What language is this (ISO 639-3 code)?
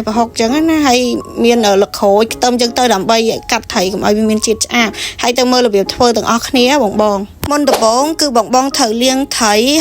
khm